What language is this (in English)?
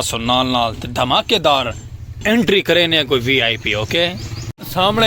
Saraiki